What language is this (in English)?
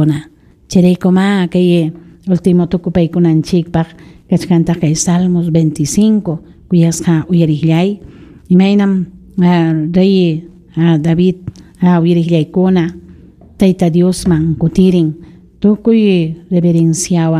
Ayacucho Quechua